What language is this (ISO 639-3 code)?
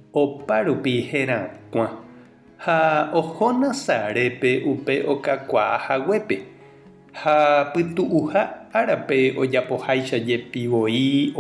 grn